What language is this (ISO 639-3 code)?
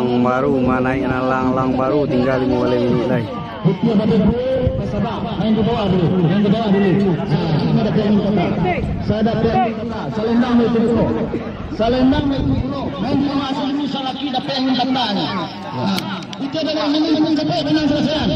min